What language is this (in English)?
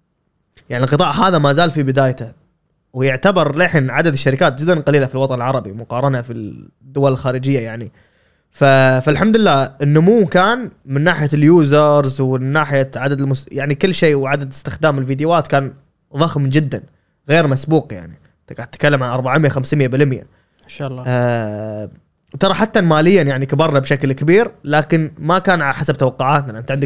Gulf Arabic